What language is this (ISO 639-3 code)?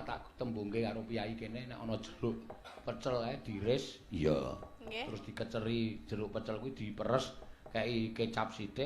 jav